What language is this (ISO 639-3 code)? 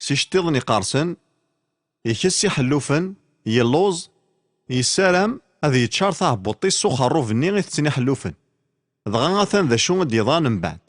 kab